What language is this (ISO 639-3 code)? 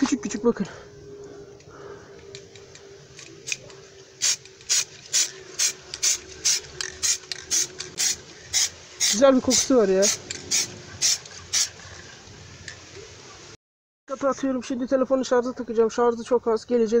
tur